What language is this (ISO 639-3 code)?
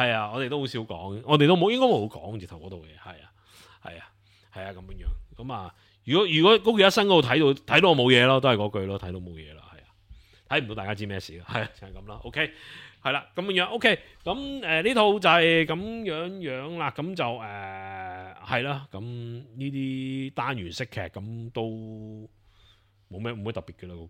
yue